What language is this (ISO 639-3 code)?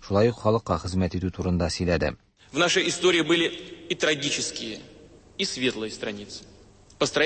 tat